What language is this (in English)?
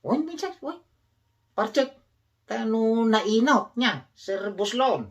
Iloko